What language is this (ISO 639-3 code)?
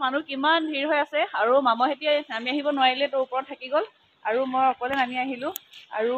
asm